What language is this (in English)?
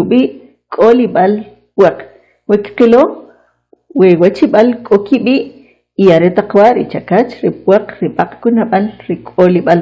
Kʼicheʼ